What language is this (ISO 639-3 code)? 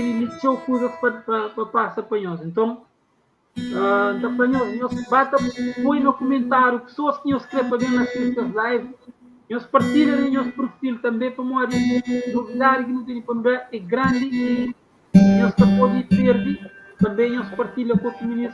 kea